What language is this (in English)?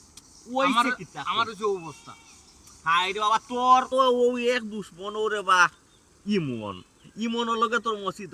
Sylheti